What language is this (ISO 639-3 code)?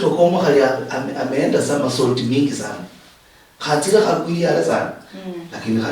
luy